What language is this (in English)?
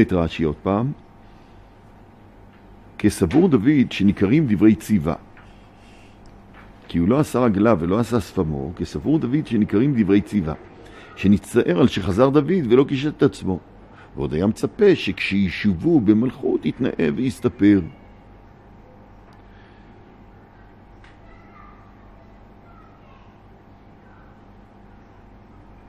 Hebrew